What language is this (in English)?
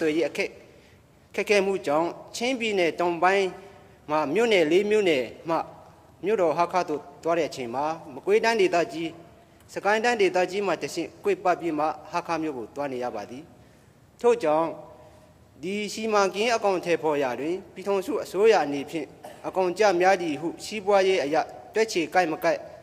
Burmese